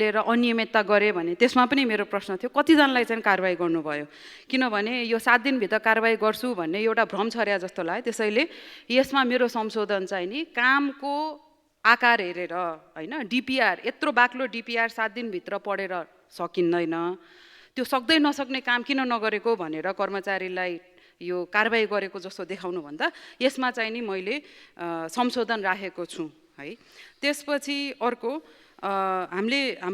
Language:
Nepali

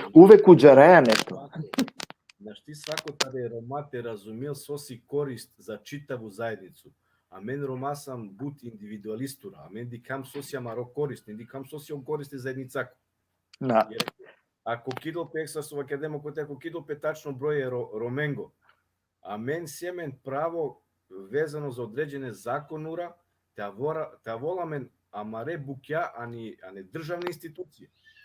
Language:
Balkan Romani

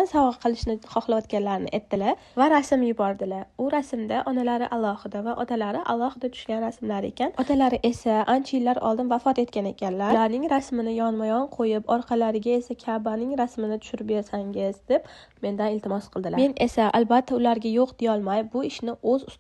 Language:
Uzbek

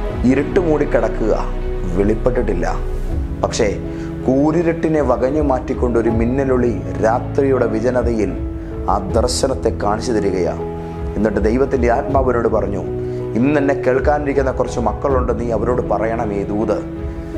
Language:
Malayalam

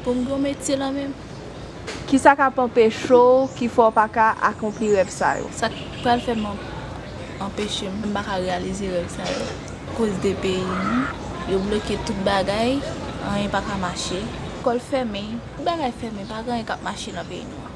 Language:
Haitian Creole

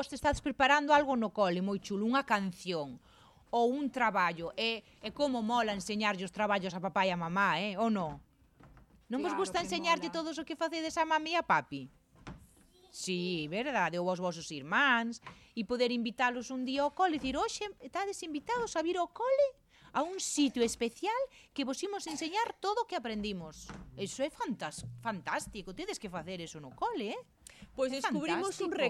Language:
Galician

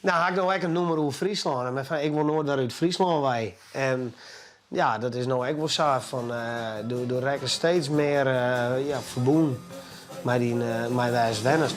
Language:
Western Frisian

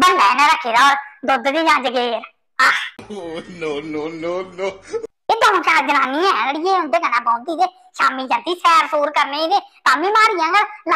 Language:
Dogri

